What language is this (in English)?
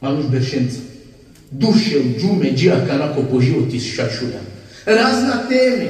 Balkan Romani